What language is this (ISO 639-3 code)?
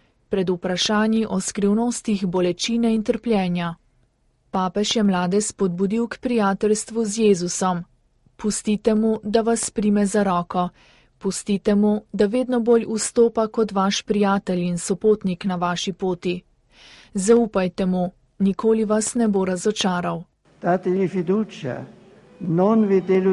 slv